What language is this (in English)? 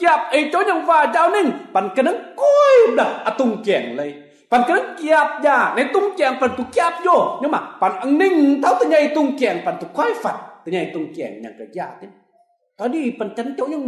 Kim Mun